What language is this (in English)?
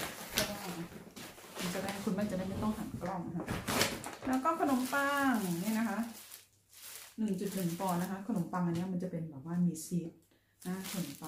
Thai